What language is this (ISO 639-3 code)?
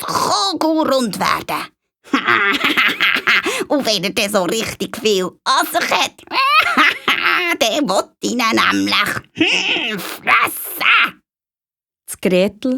gsw